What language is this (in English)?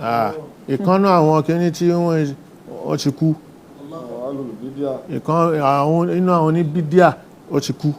Yoruba